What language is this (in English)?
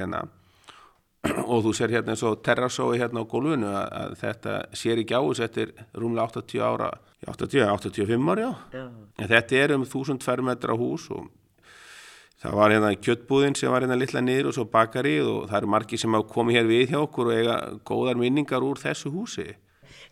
Icelandic